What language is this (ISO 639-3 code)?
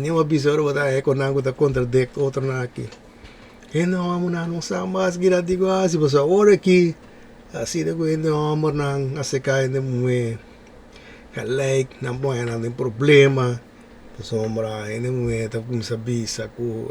pap